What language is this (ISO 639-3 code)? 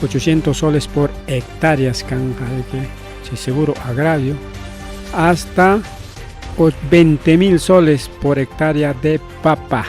quy